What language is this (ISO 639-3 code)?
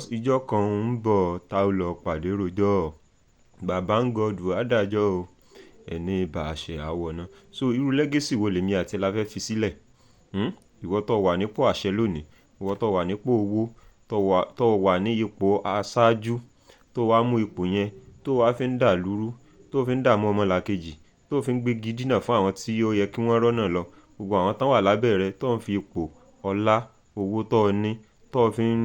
yor